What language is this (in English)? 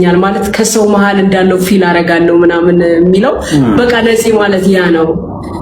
Amharic